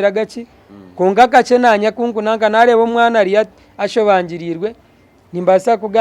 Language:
Nyankole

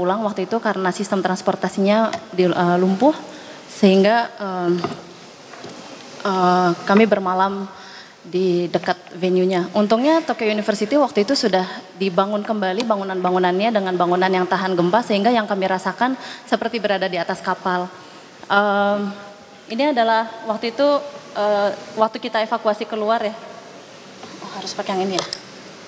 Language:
Indonesian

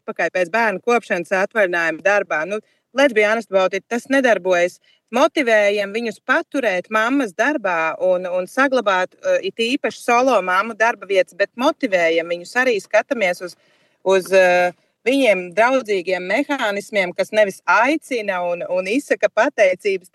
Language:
Latvian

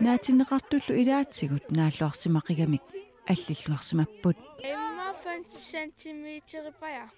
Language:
Kalaallisut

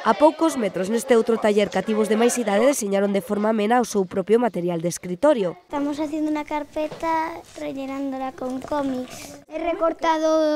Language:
Galician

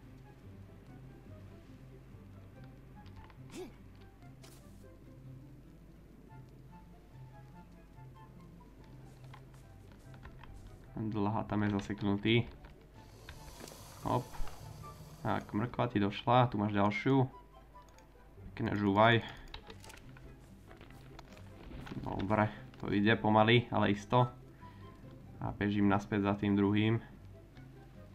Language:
Slovak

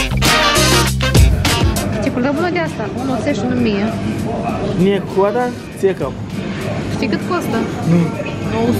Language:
Romanian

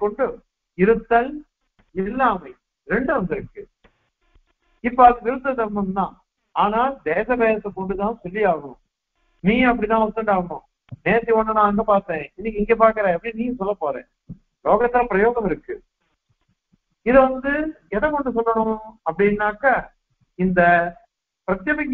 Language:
Tamil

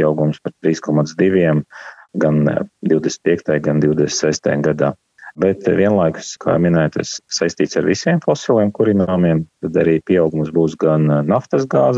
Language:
Latvian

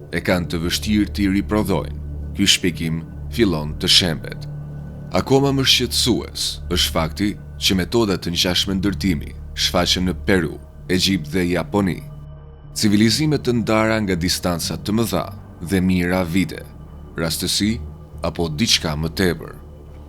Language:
Albanian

